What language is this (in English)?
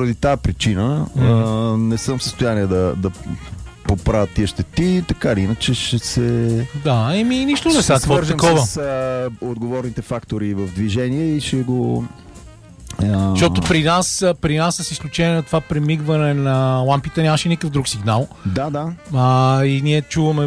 Bulgarian